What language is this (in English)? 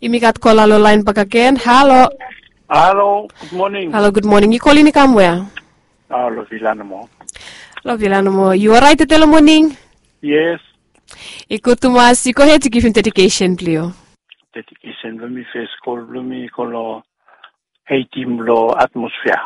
Bislama